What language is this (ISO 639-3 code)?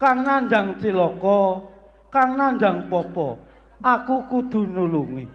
jav